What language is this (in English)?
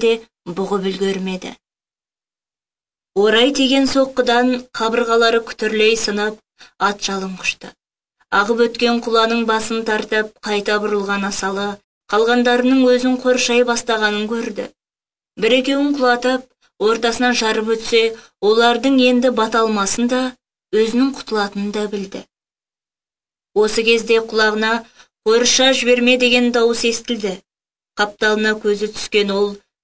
Kazakh